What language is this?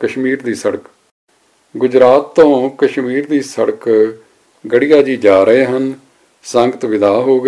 Punjabi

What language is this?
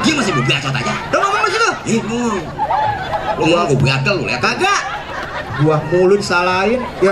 Betawi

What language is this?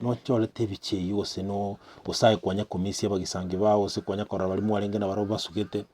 Gusii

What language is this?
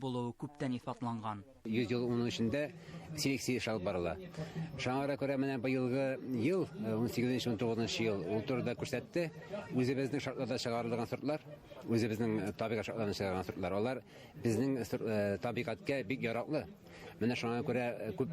Bashkir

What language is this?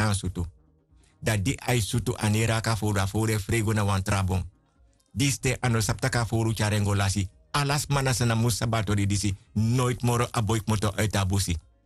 Sranan Tongo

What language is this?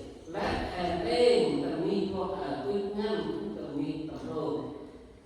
Central Mnong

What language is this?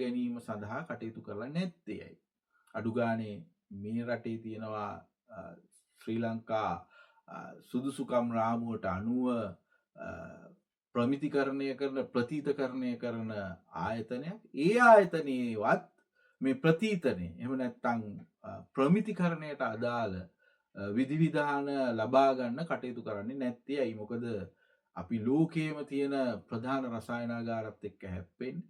Sinhala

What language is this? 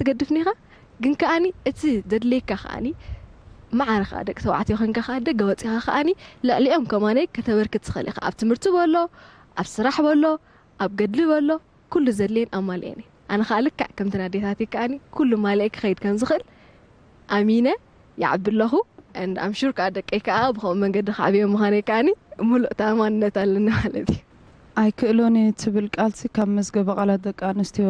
Tigrinya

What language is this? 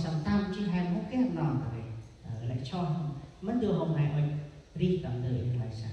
Central Mnong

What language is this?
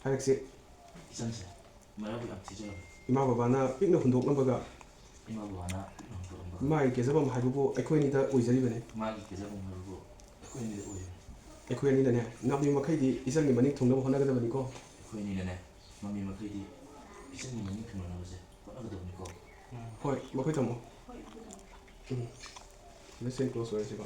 Manipuri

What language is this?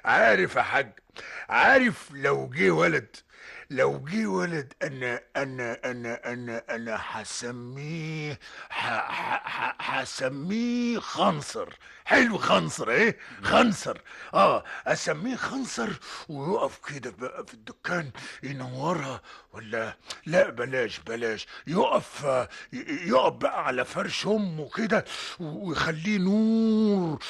Egyptian Arabic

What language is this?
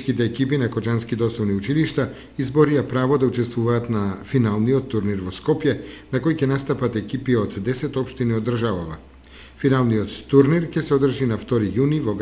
Macedonian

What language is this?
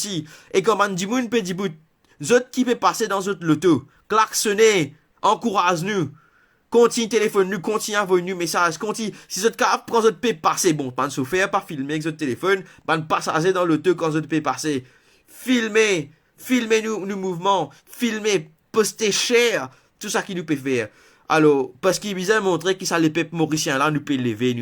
Morisyen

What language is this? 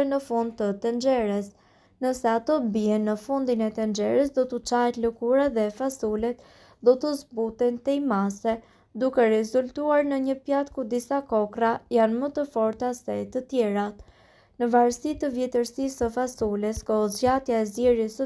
Albanian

